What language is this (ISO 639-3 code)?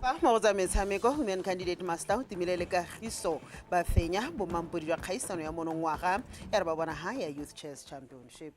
tsn